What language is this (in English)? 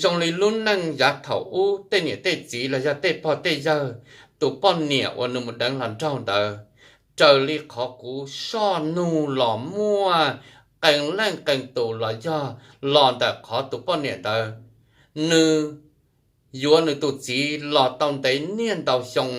Hmong